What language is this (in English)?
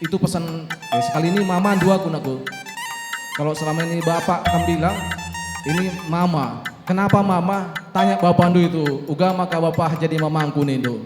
Batak Karo